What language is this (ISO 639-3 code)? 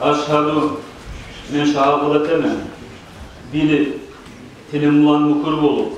kum